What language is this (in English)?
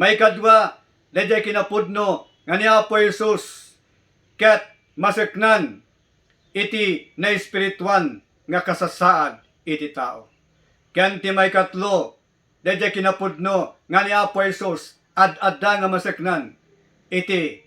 Iloko